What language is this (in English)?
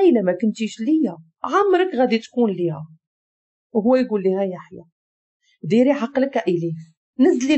Moroccan Arabic